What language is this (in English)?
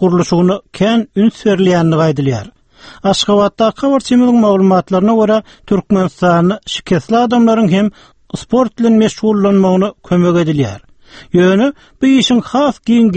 Turkmen